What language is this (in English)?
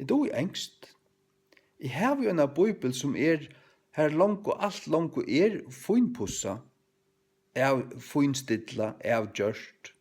Faroese